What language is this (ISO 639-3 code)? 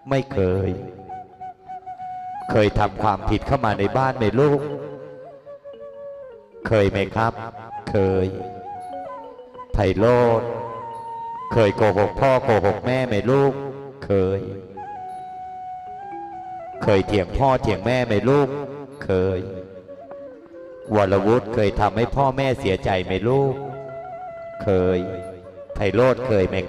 tha